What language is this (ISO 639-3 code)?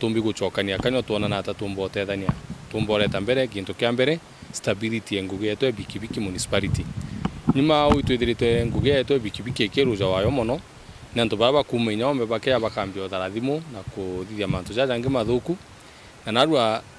mer